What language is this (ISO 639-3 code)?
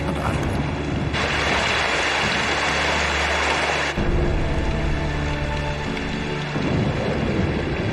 zho